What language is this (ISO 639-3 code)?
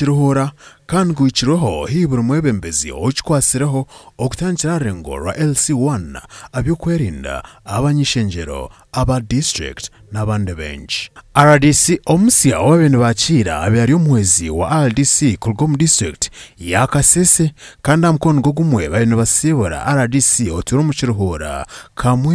nyn